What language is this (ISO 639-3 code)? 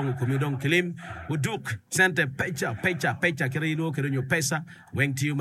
ach